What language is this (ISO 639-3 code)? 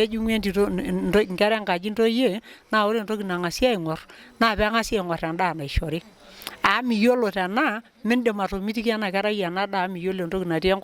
mas